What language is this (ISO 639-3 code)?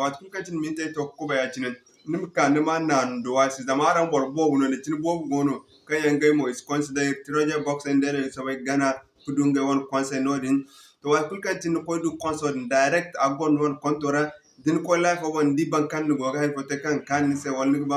dje